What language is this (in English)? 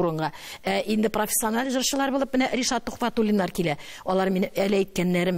Tatar